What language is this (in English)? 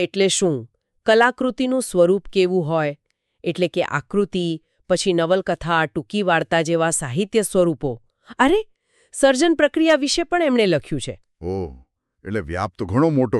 Gujarati